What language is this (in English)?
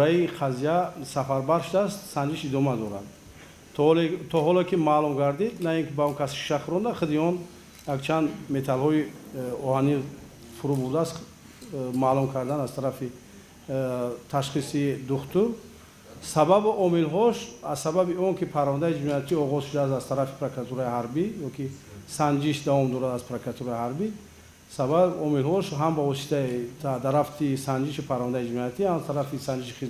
Tajik